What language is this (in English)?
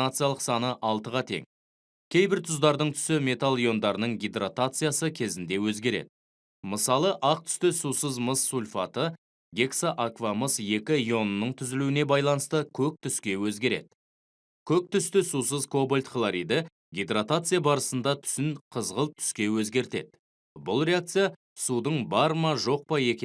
Kazakh